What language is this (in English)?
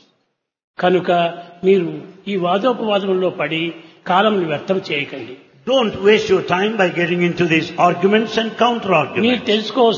Telugu